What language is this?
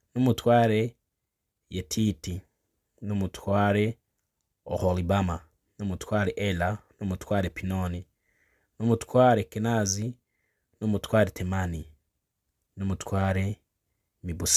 Kinyarwanda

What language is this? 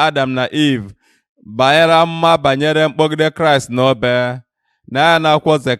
Igbo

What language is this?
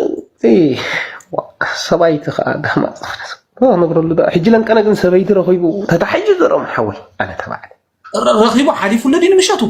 Tigrinya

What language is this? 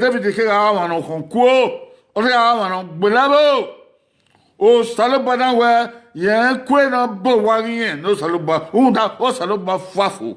Bini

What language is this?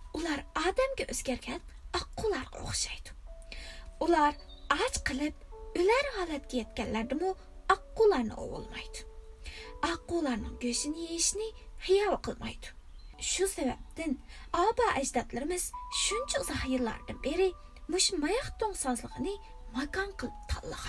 Uyghur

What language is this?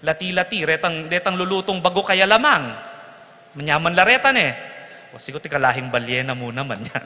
Pampanga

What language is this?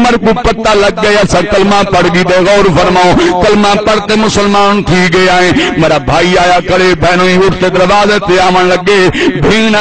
Saraiki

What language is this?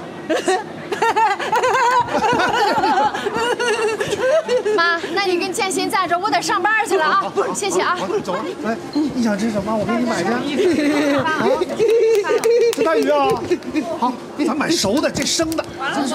Chinese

